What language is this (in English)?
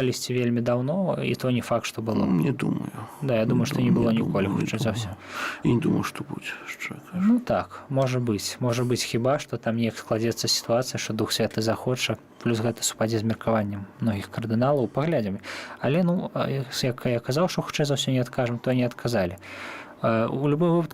Belarusian